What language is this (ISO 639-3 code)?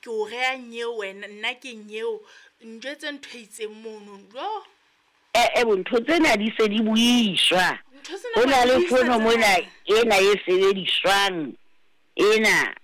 sot